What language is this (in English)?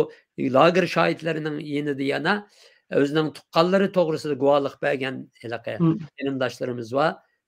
Uyghur